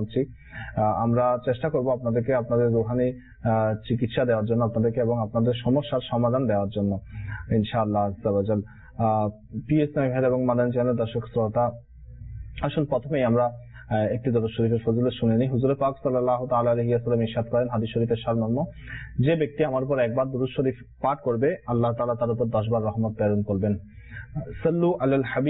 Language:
Bangla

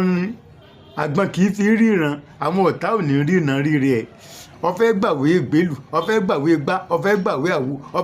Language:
Yoruba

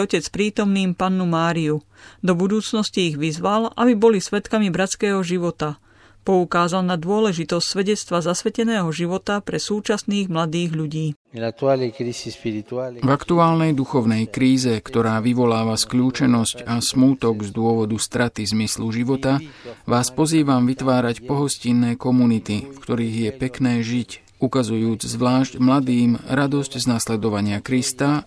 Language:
Slovak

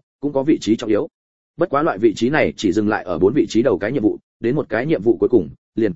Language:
Vietnamese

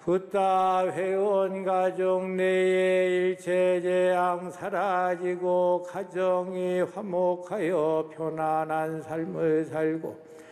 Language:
Korean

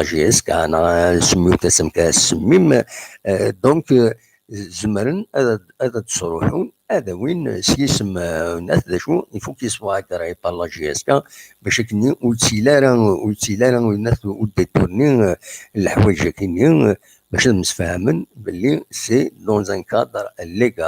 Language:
Kabyle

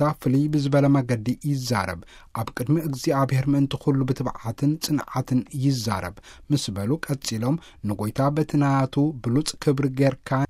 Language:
Tigrinya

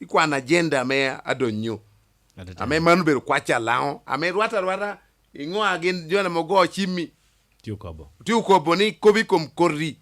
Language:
Lango (Uganda)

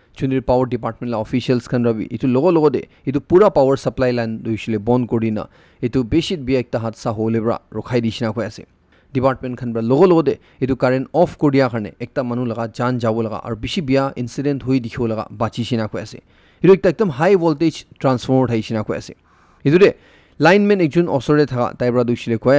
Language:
Naga Pidgin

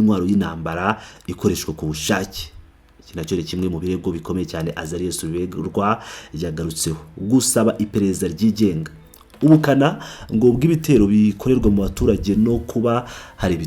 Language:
Kinyarwanda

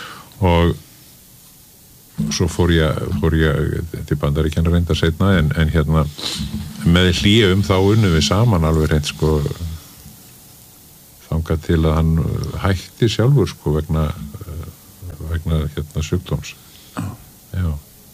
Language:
Icelandic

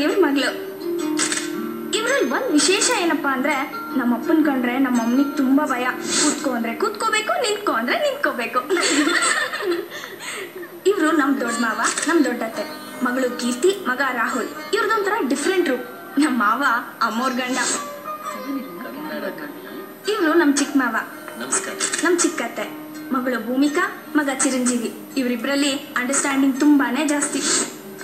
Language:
Kannada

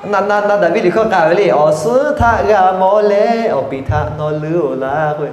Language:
Lahu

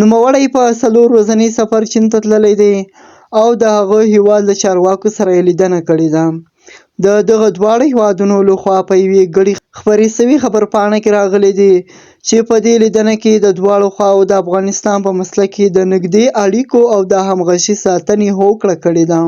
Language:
Pashto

